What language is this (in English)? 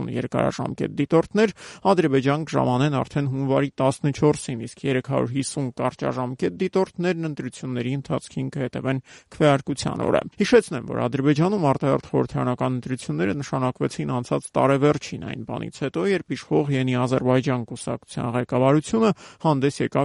Armenian